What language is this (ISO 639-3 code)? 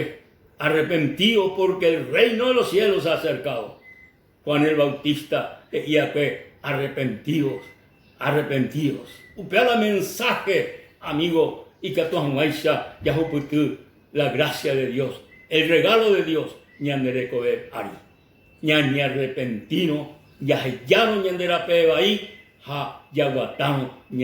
grn